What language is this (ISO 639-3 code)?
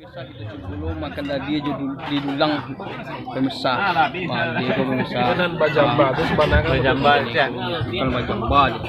min